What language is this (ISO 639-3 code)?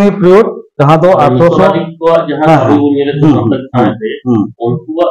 sat